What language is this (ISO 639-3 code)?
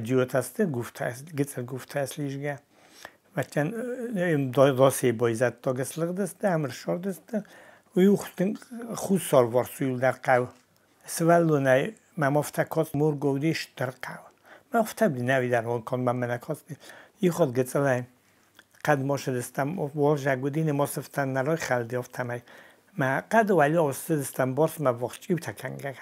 oss